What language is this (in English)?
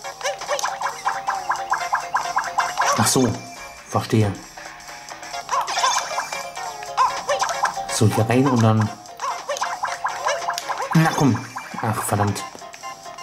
German